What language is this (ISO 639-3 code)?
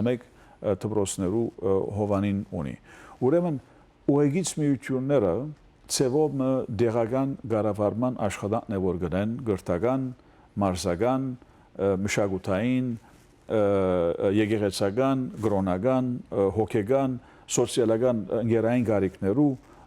hyw